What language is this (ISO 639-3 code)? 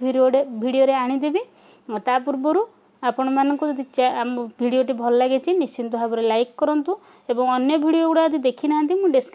ori